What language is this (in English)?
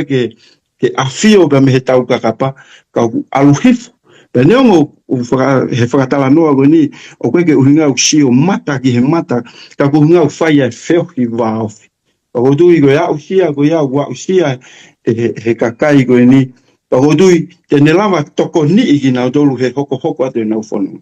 Tongan